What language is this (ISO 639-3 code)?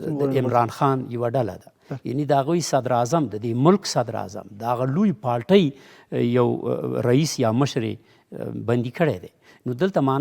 pus